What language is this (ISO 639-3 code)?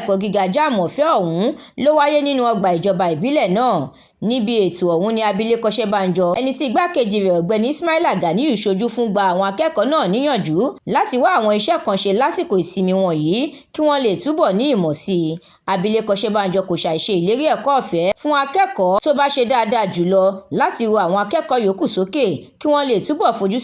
yor